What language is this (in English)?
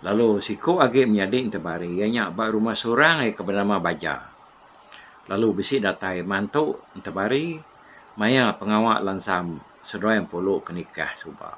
Iban